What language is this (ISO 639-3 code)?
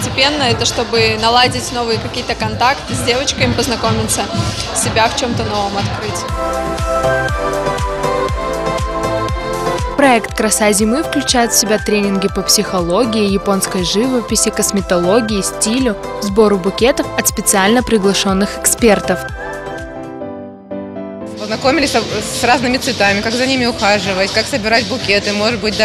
rus